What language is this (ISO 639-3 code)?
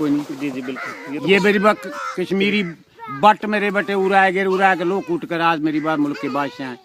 bgc